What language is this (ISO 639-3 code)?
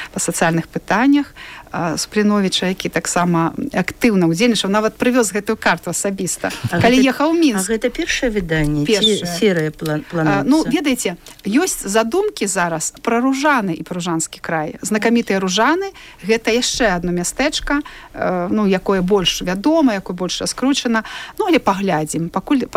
bel